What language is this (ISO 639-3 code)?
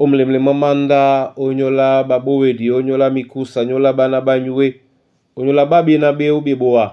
dua